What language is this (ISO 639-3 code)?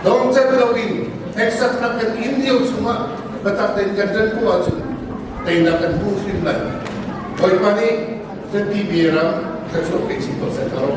cnh